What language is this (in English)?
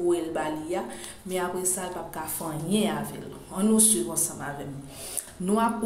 Haitian Creole